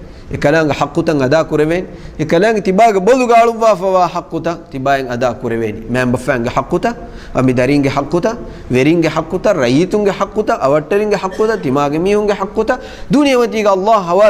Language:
Divehi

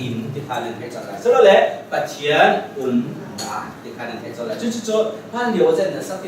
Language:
Hakha Chin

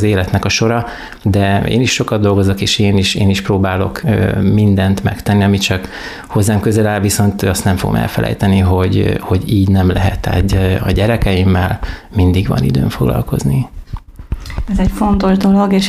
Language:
Hungarian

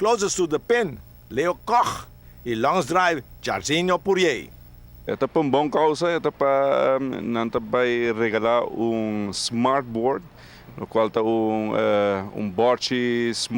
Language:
Papiamento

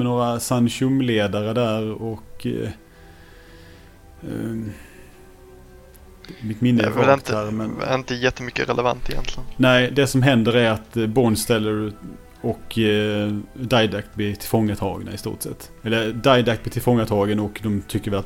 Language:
Swedish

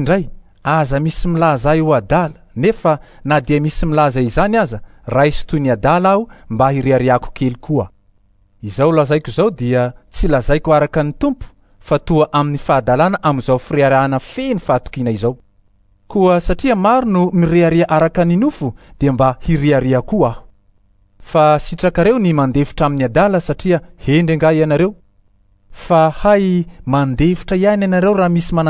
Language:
Malagasy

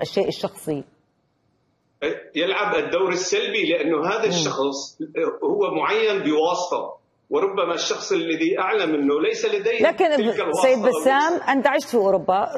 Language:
Arabic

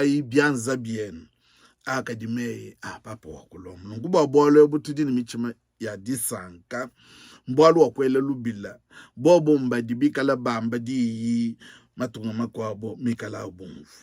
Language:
Luba-Lulua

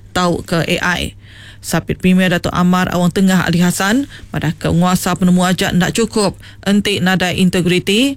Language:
Iban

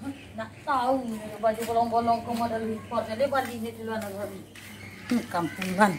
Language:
Minangkabau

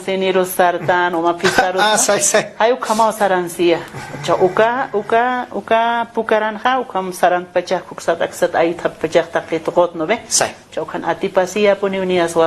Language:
Aymara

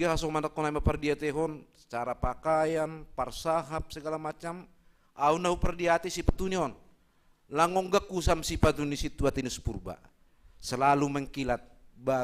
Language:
Batak Simalungun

